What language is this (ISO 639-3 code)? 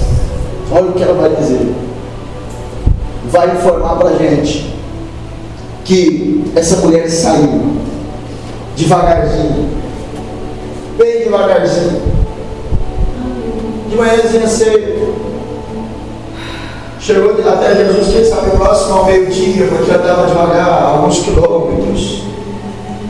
por